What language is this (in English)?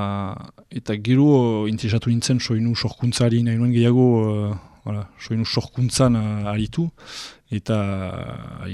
Basque